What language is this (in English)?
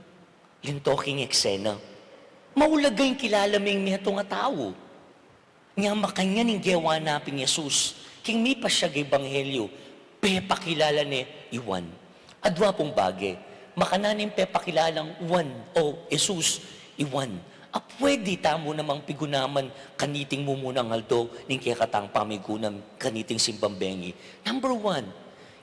Pampanga